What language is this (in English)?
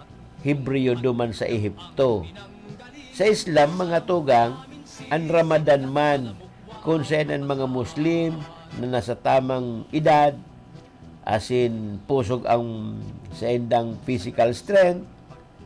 Bikol